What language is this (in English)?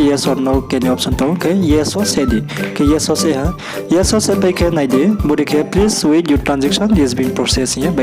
Riang (India)